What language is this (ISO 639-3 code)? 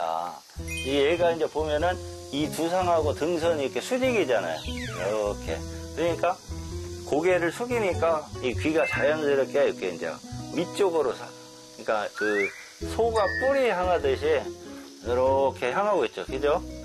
kor